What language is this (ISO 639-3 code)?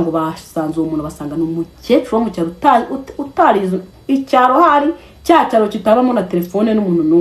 kin